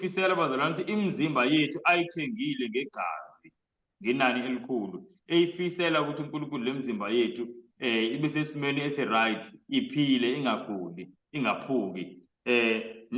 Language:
Zulu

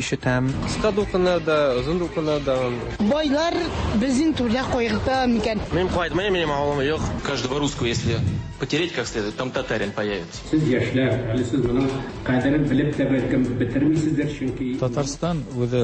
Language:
Tatar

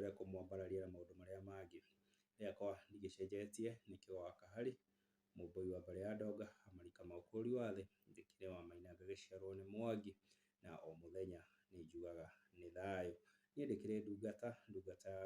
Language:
Kikuyu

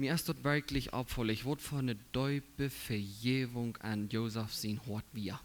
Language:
Plautdietsch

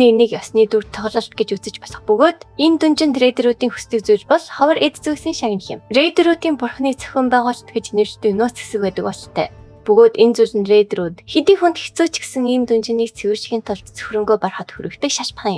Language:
Mongolian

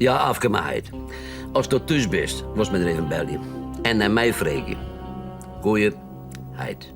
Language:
Western Frisian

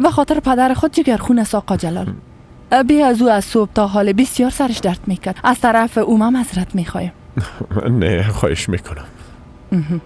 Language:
Persian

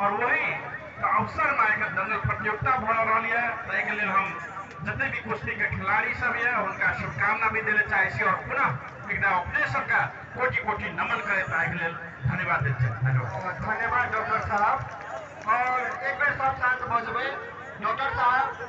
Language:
Maithili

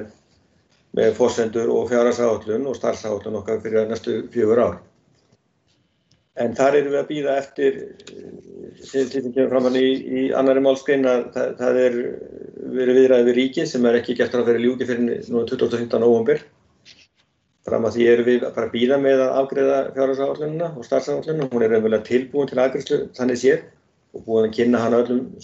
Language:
Icelandic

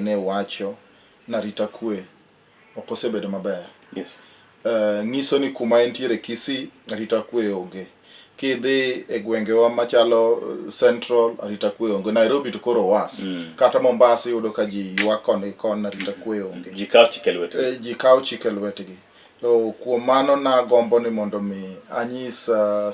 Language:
Luo (Kenya and Tanzania)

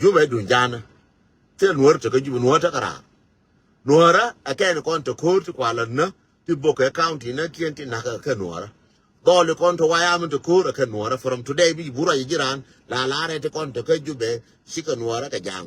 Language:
Nuer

